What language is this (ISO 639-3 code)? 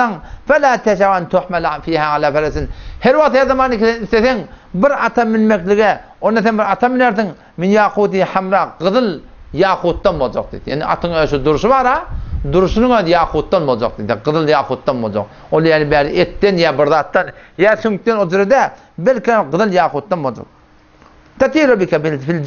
tuk